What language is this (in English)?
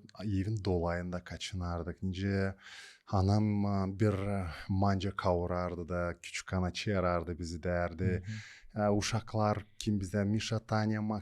Gagauz